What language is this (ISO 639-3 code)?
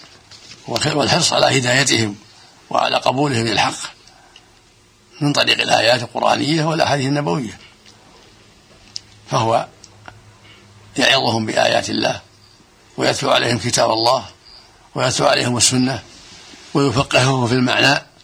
ara